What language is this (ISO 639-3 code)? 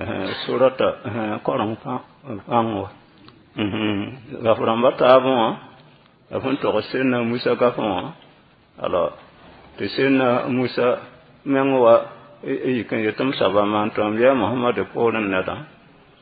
mos